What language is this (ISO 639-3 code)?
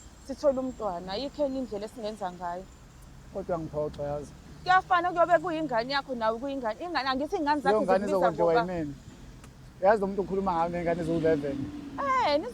zul